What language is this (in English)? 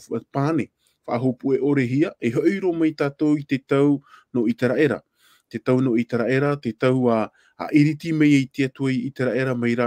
Tahitian